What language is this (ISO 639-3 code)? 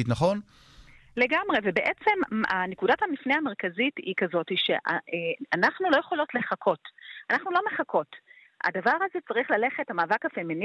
heb